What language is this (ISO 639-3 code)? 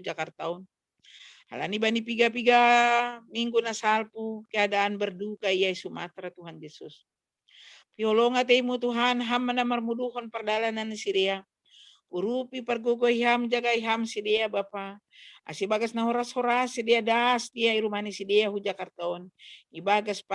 bts